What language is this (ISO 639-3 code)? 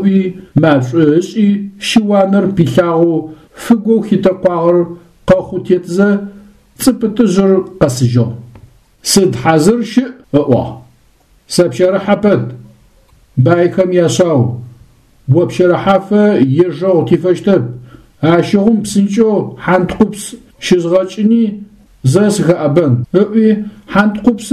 ady